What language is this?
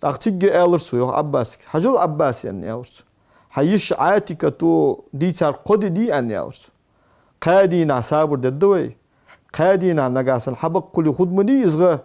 Ingush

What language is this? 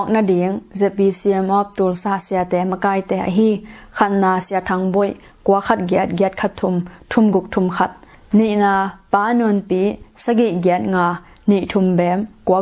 Tedim Chin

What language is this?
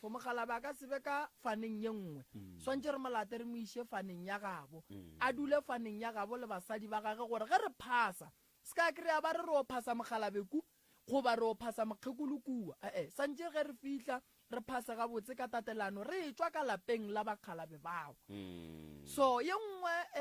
Northern Sotho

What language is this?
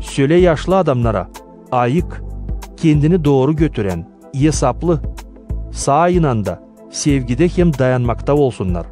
Gagauz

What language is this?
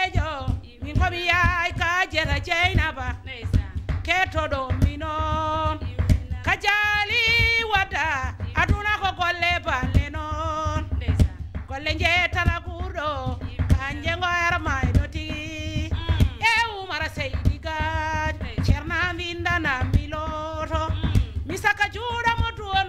Fula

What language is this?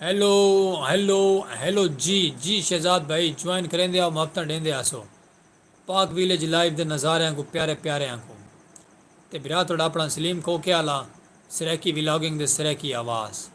Saraiki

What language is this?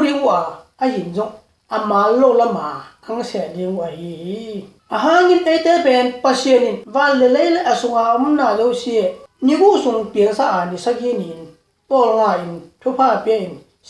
Tedim Chin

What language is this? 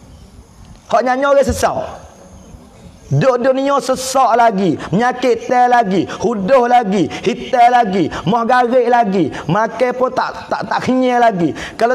Pattani Malay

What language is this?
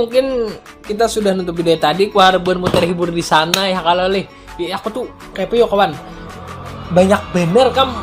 Banjar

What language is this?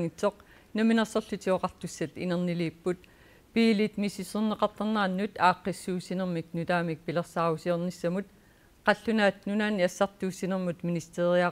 Kalaallisut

